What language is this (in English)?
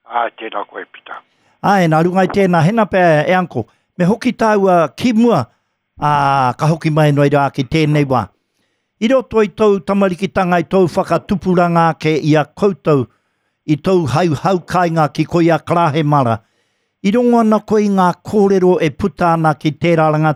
Māori